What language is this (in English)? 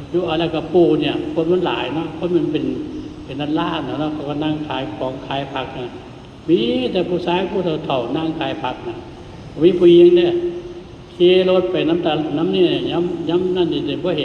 Northeastern Thai